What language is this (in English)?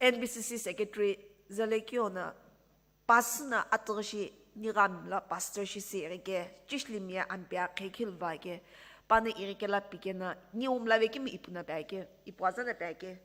Sumi Naga